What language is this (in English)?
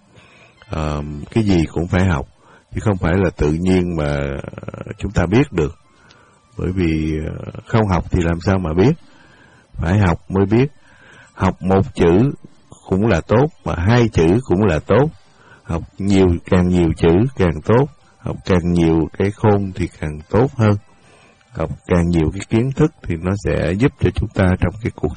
Vietnamese